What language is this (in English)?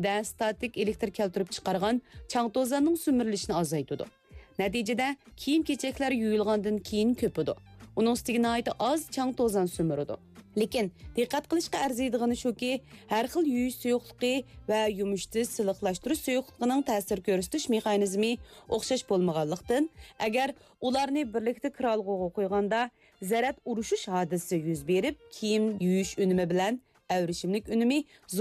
Uyghur